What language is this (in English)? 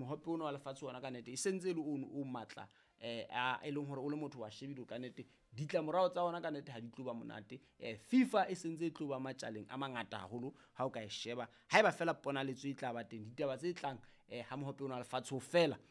Southern Sotho